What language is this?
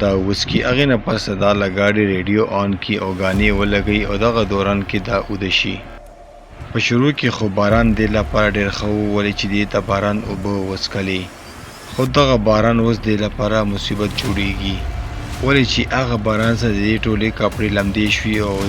Pashto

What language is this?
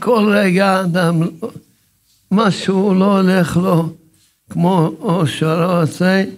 Hebrew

